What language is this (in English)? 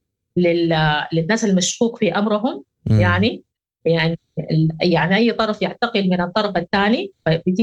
Sudanese Arabic